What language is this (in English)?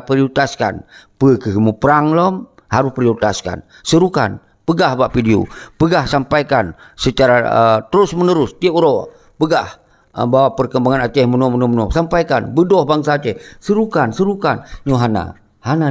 Achinese